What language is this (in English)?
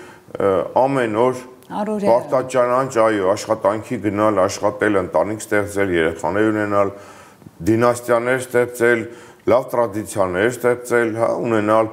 Armenian